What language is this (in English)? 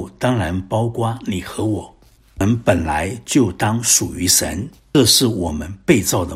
Chinese